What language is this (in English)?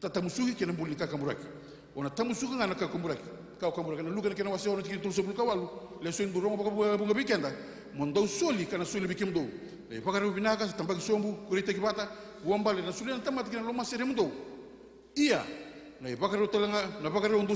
Fijian